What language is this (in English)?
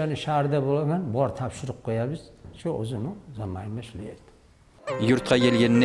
Kumyk